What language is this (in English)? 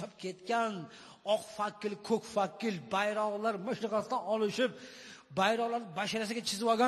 Uzbek